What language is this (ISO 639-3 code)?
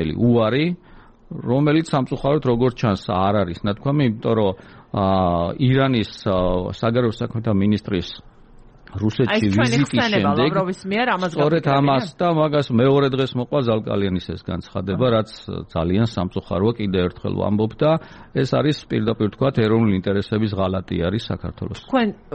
kat